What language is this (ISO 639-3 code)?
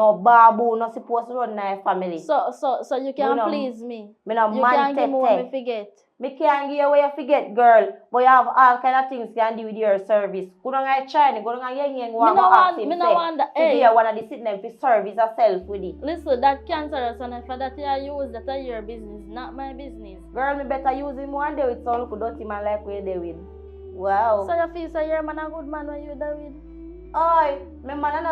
jam